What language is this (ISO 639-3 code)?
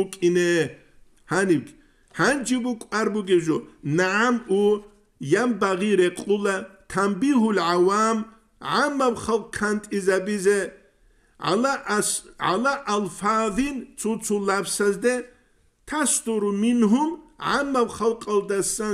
ava